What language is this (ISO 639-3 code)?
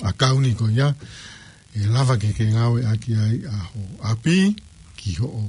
ton